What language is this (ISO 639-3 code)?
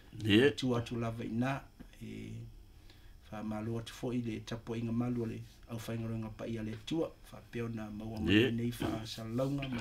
smo